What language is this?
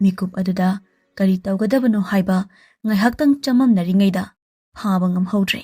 Manipuri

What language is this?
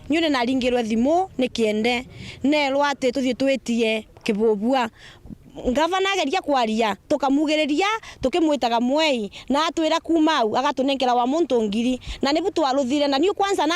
Meru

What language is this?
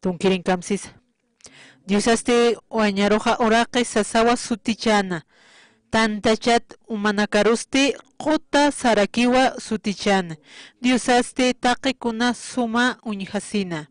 Aymara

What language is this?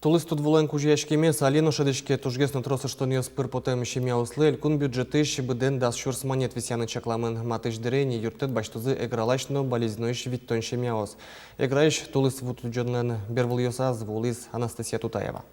Udmurt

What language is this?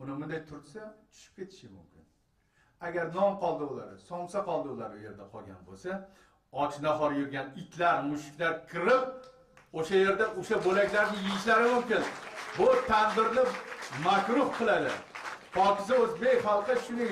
Uzbek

